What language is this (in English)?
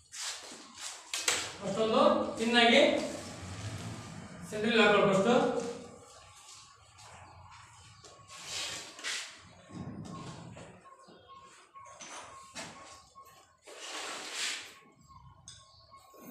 Kannada